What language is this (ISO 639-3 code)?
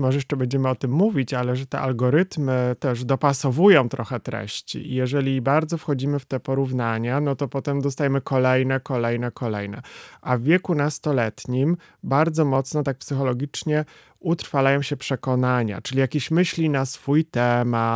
pol